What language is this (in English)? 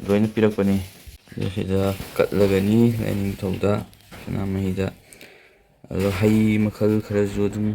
Manipuri